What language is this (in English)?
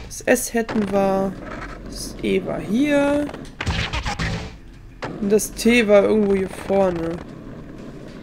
German